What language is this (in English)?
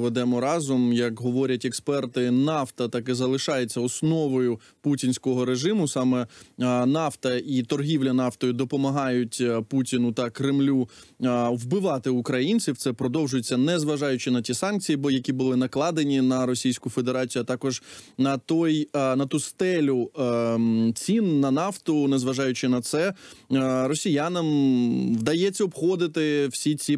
Ukrainian